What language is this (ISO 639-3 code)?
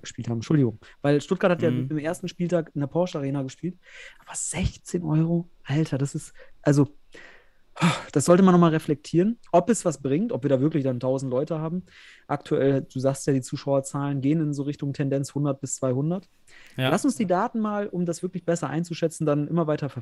deu